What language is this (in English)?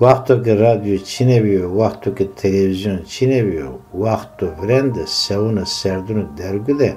Zaza